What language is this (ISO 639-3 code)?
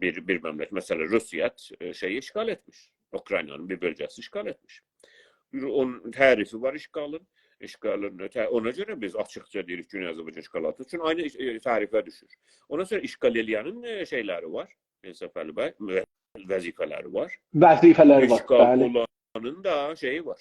azb